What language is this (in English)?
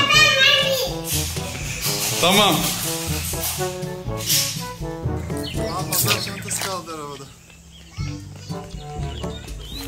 Turkish